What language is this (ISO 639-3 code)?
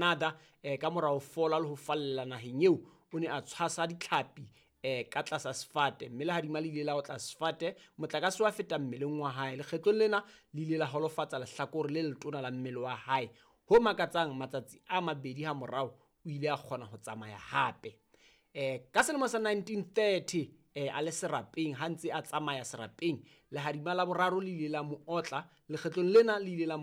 sot